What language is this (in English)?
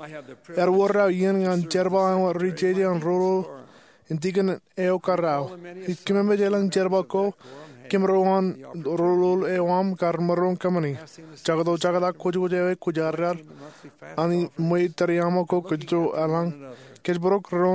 Marshallese